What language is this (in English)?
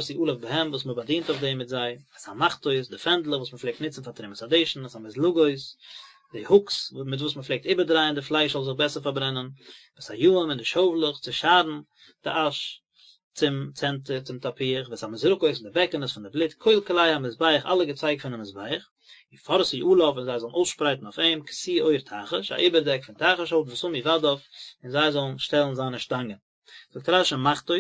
Yiddish